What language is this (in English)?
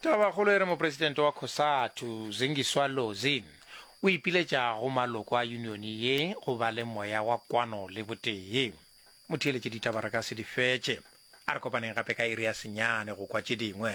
Northern Sotho